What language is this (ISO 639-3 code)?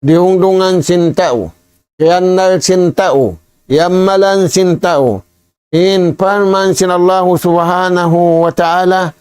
tsg